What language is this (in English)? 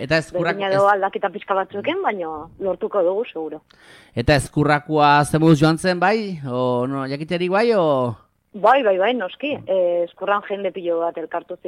Basque